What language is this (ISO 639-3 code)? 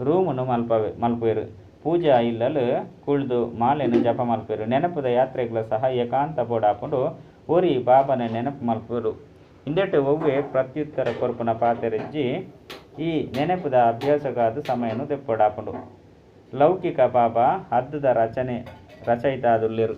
tcy